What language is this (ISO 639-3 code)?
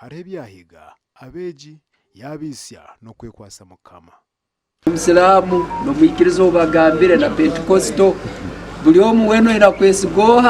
nyn